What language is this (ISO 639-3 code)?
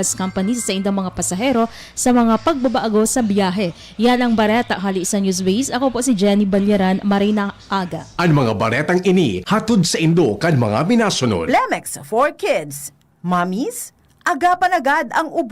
bik